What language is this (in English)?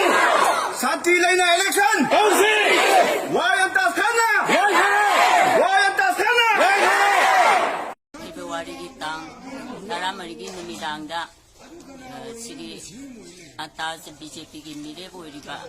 Manipuri